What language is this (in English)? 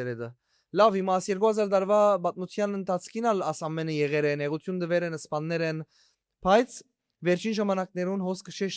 Western Armenian